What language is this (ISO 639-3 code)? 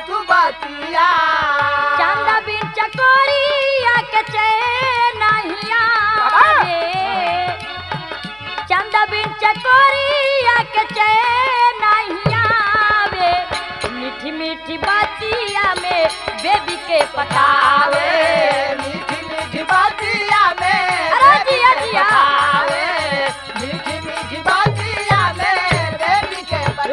bho